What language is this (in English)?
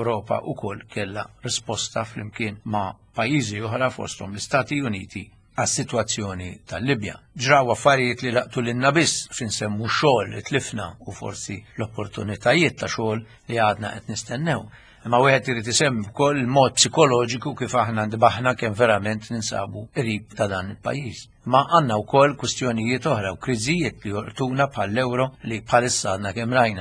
Maltese